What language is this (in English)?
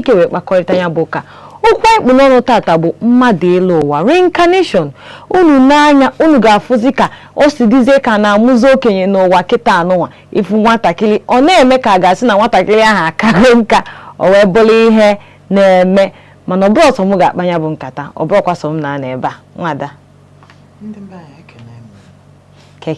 Igbo